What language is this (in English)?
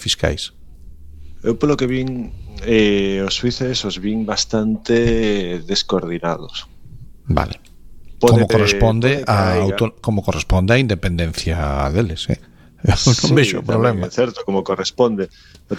Galician